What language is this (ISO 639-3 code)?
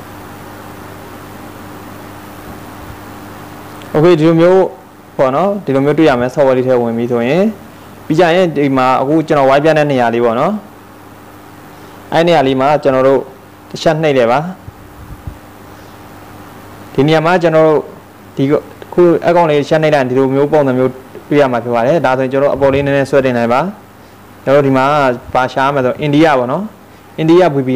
mya